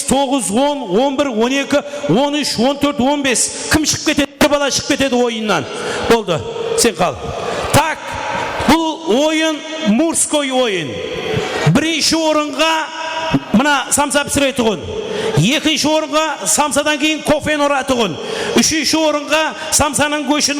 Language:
Kara-Kalpak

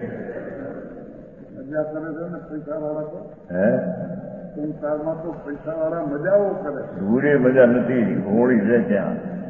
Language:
Gujarati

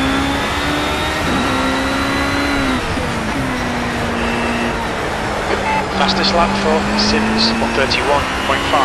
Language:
English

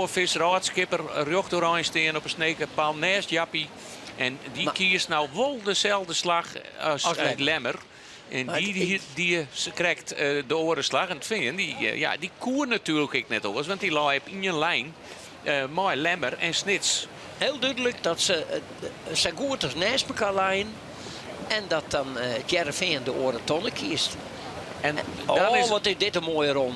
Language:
Western Frisian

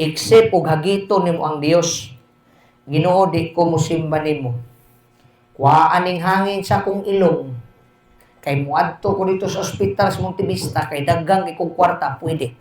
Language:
Cebuano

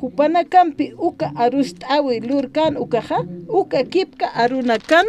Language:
Aymara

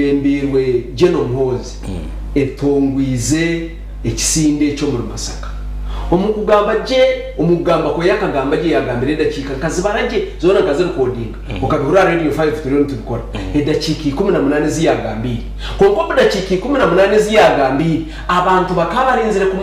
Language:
Nyankole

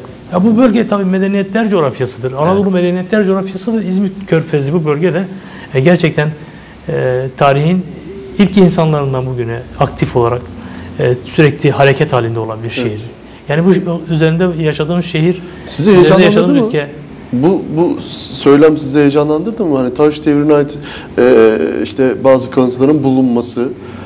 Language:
Turkish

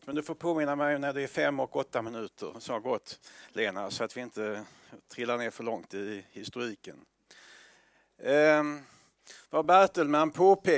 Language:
Swedish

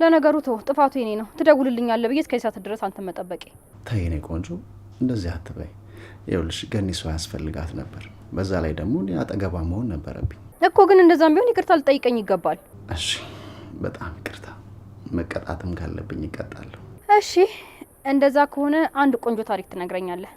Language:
Amharic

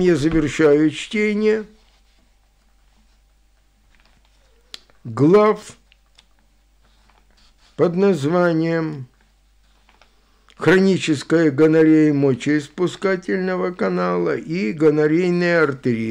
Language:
Russian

